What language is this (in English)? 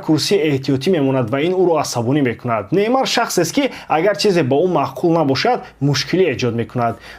Tajik